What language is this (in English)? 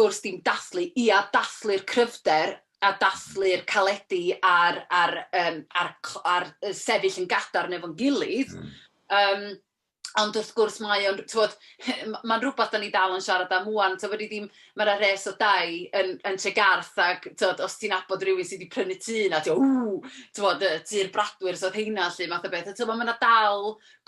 Welsh